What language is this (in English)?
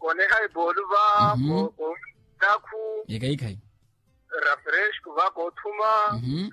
Makhuwa